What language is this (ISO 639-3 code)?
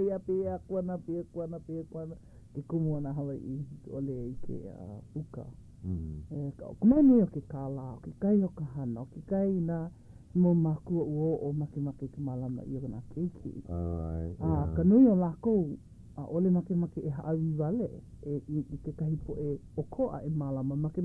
haw